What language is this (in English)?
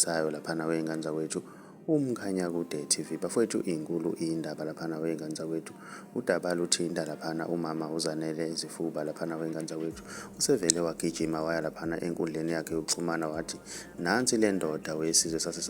Zulu